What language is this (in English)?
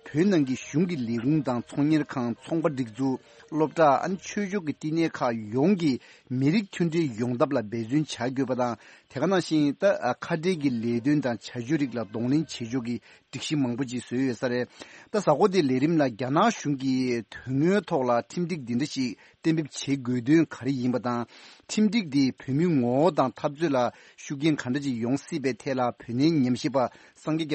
Tibetan